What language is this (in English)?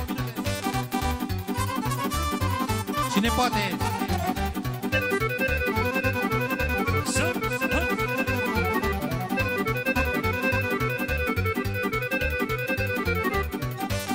Romanian